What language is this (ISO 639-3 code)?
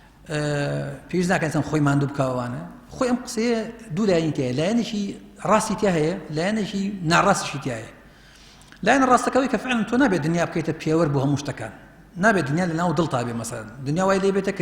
ckb